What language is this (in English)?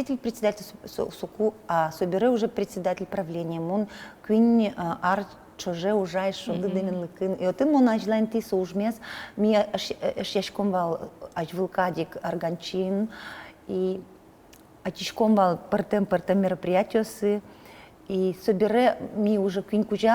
Udmurt